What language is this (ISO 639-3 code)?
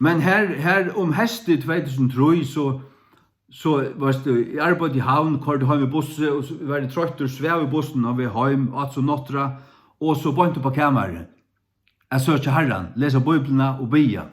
fao